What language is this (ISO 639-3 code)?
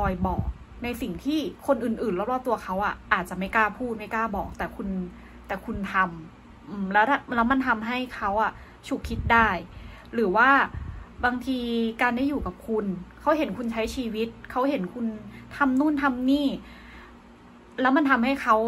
tha